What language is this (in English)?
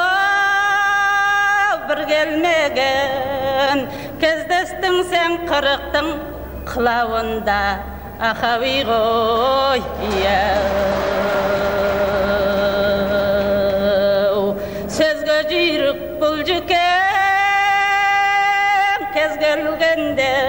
Kazakh